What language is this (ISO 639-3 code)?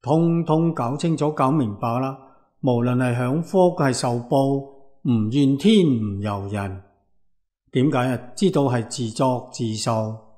yue